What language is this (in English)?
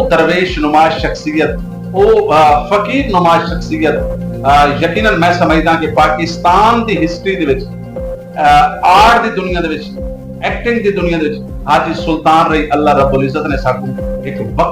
Saraiki